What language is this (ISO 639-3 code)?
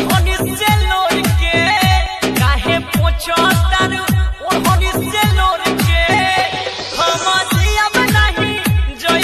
bho